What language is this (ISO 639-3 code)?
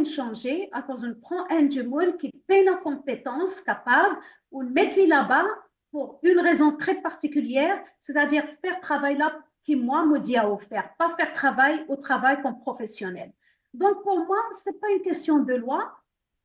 mfe